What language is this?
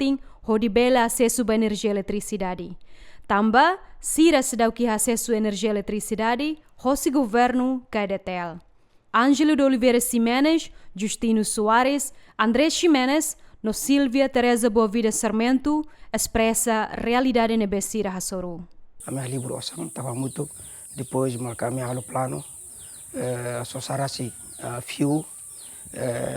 Tetum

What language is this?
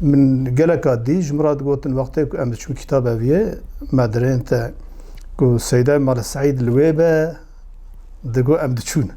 Kurdish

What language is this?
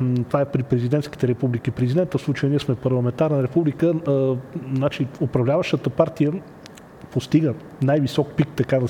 Bulgarian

